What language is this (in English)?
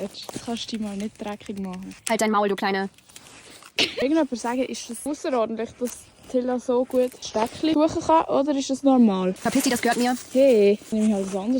Swiss German